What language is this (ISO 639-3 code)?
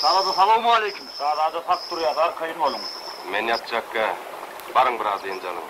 tuk